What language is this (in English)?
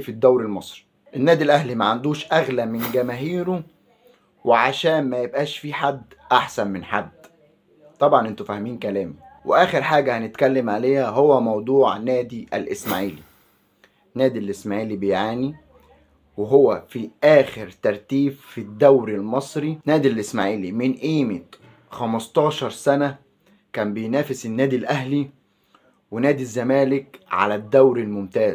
Egyptian Arabic